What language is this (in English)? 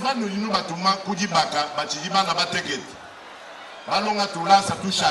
Luba-Lulua